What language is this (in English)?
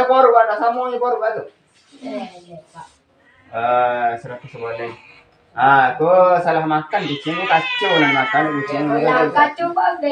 Minangkabau